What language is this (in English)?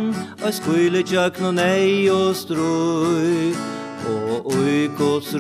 Faroese